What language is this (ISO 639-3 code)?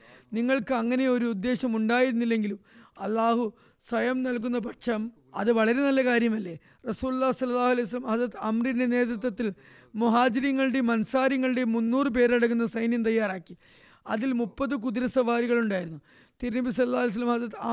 mal